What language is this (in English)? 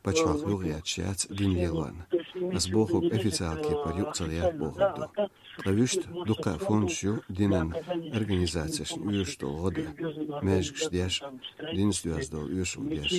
Chechen